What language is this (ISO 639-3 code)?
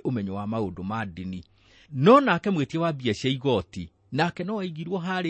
kik